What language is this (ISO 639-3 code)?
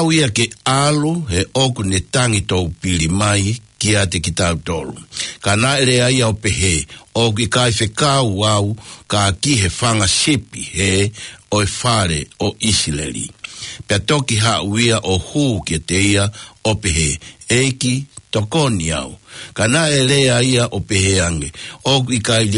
ton